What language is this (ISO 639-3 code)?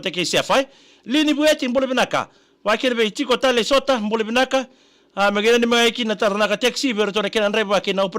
fij